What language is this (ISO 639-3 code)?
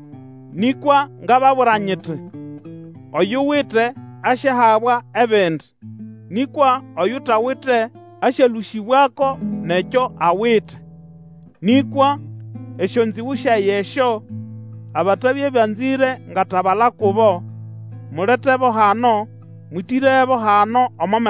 nnb